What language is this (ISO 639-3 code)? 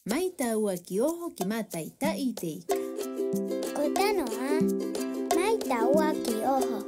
rap